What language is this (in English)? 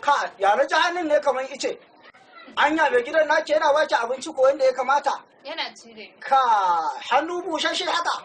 Hausa